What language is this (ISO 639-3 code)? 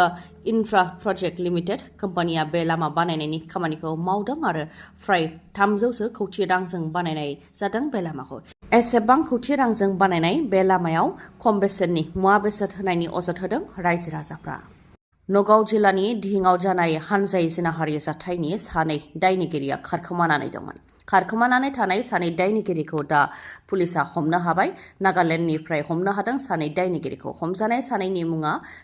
brx